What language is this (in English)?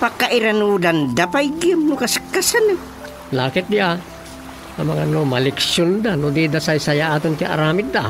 Iloko